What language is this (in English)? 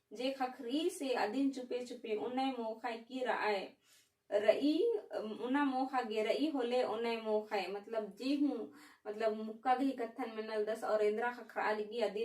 Kurukh